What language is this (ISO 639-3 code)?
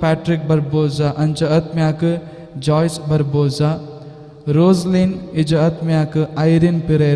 kok